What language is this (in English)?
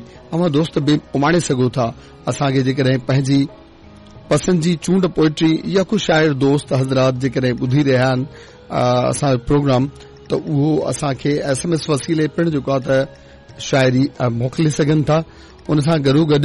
Sindhi